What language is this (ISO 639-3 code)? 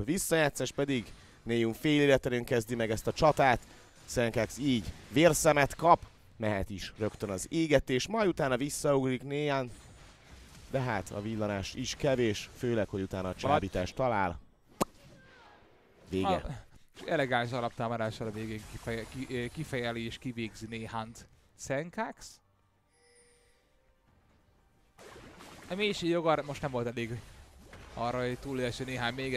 hun